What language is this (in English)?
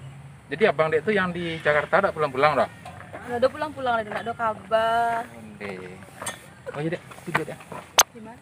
Minangkabau